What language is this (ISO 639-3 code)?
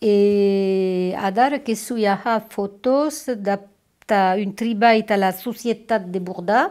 oci